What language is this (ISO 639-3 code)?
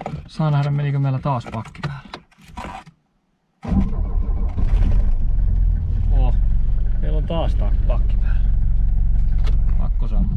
fin